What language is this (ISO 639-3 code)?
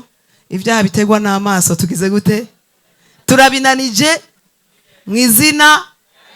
run